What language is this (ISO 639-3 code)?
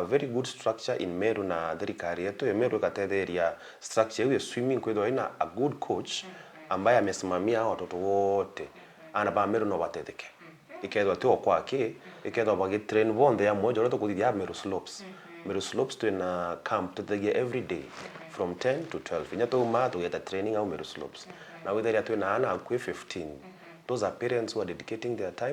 mer